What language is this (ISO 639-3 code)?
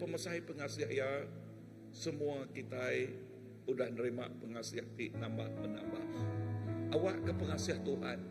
iba